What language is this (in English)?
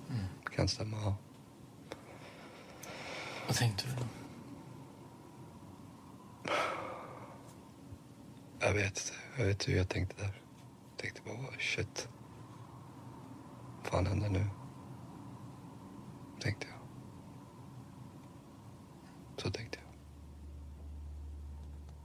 Swedish